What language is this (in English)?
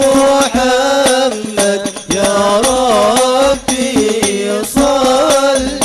Madurese